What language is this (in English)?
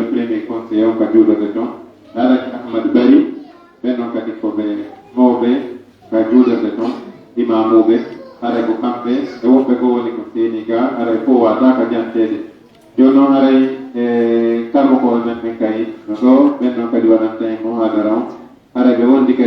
Pular